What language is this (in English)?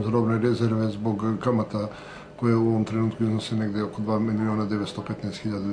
Serbian